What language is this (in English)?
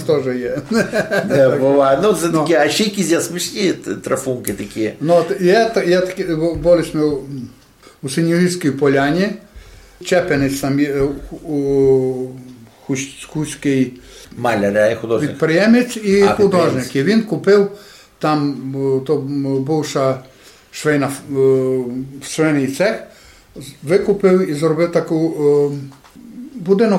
Rusyn